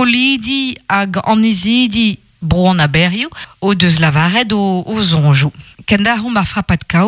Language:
Breton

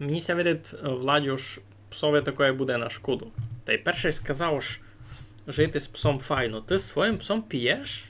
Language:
Rusyn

